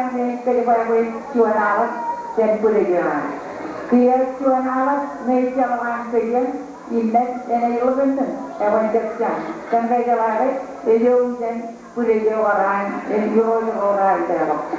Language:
Marshallese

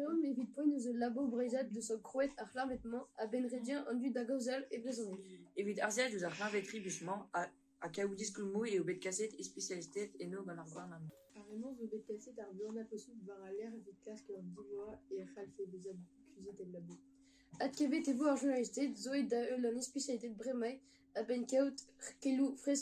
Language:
Breton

